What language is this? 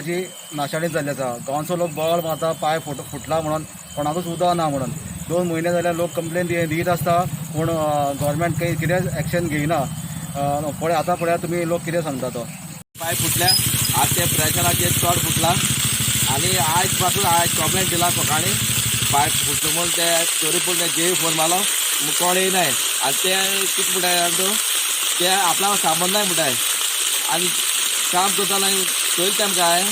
Konkani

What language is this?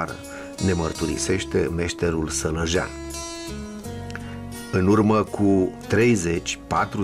Romanian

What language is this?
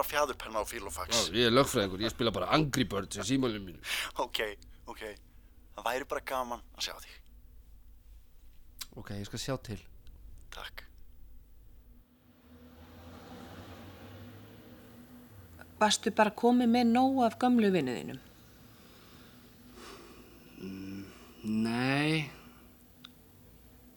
Icelandic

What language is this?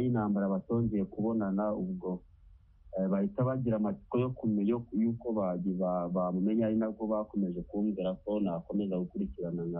Kinyarwanda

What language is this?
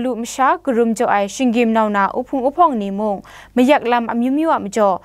Kachin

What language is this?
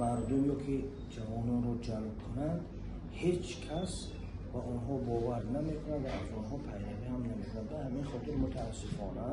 Tajik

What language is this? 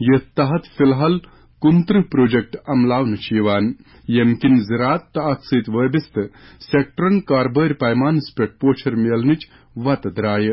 Kashmiri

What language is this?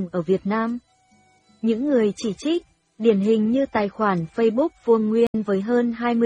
Vietnamese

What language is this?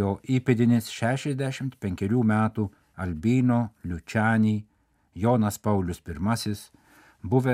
Lithuanian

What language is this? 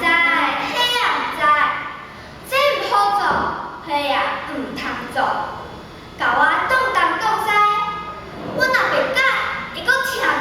Min Nan Chinese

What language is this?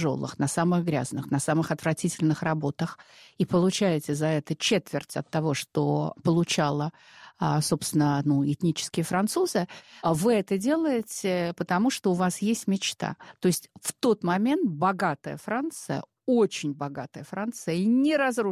Russian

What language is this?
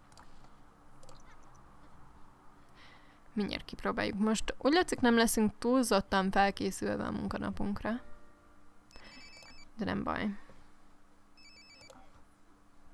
Hungarian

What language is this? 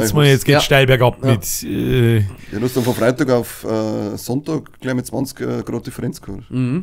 Bavarian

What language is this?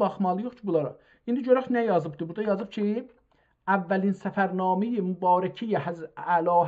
South Azerbaijani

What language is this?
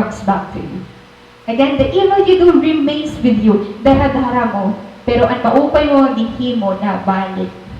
Waray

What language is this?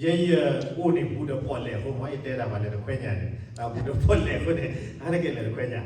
S'gaw Karen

